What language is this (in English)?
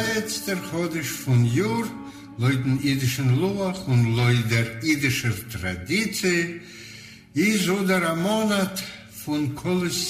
Yiddish